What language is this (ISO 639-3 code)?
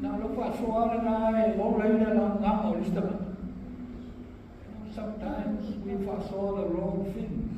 smo